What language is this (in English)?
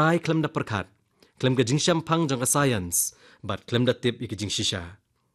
Khasi